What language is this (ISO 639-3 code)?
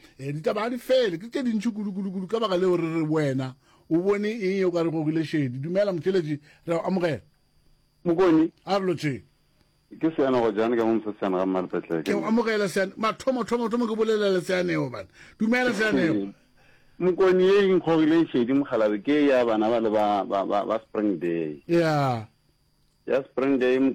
nso